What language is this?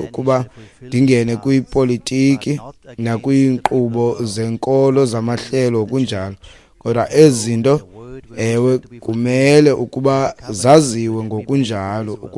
Xhosa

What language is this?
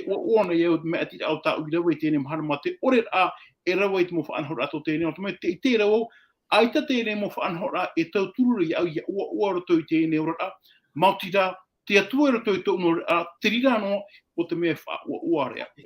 Tahitian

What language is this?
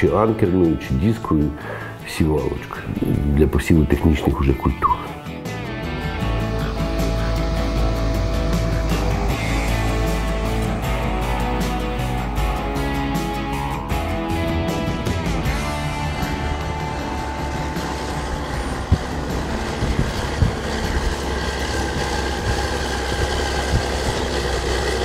Ukrainian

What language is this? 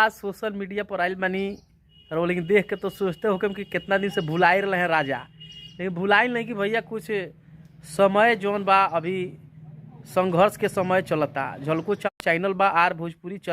Bhojpuri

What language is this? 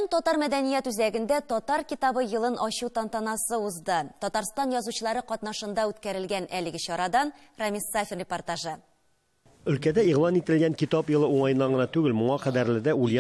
Tatar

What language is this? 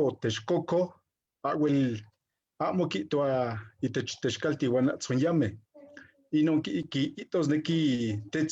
Eastern Huasteca Nahuatl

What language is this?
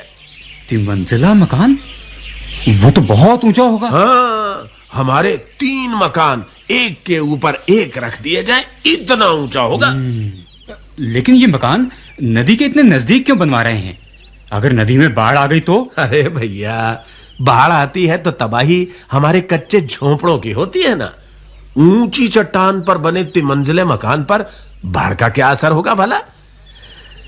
Hindi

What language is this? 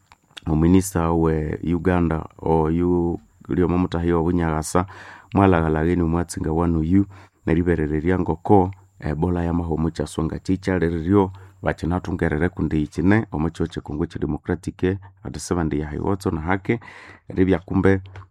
Nande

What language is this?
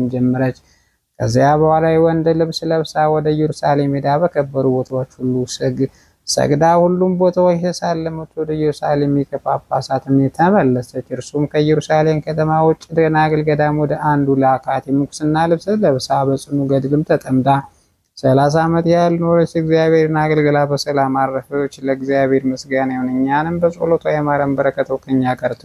Amharic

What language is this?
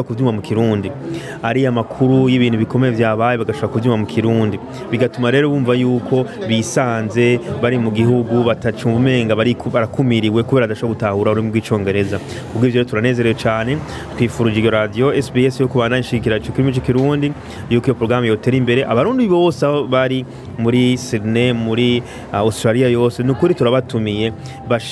Rundi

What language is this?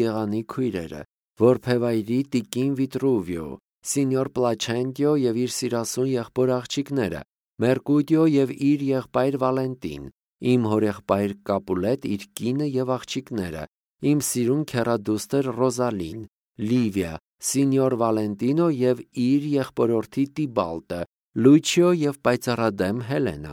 Armenian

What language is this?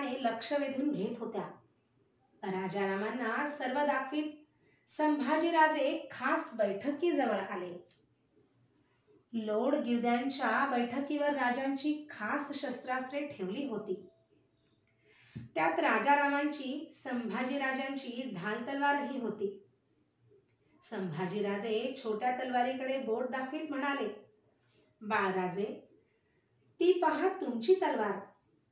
Marathi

